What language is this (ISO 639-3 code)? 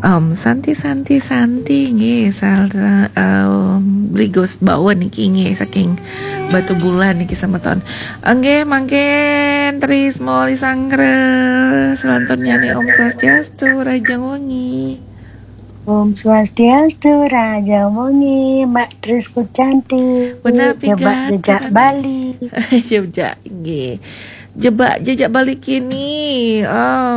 ban